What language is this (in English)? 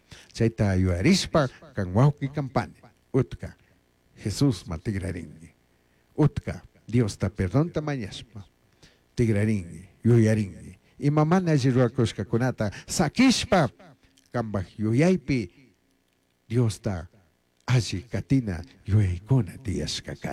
Chimborazo Highland Quichua